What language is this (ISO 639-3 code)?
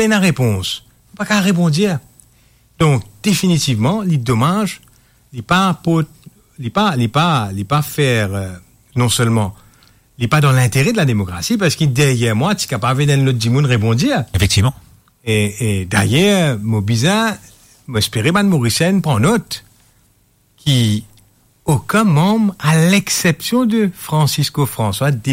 mfe